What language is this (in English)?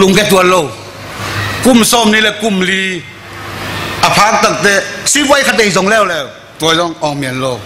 Tedim Chin